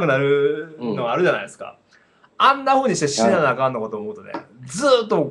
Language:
Japanese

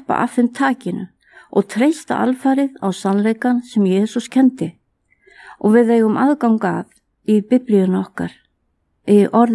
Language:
Icelandic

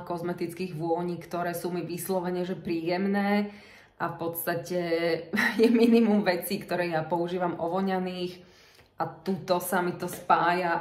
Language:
Slovak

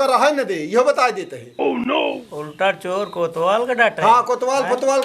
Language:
Awadhi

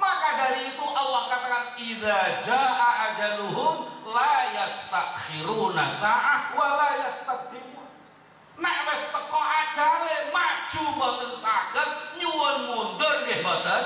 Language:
Javanese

